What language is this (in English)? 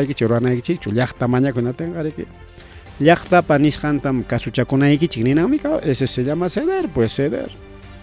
Ayacucho Quechua